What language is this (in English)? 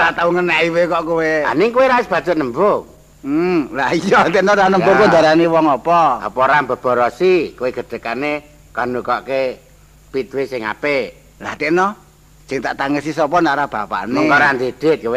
Javanese